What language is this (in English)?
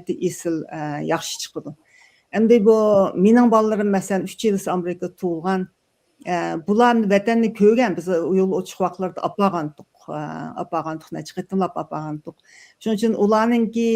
Uyghur